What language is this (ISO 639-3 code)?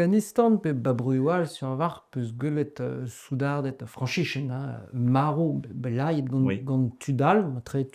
bre